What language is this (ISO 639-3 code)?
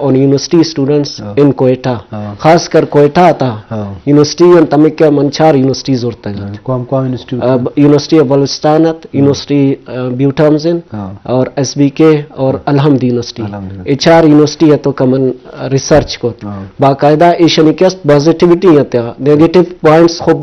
bal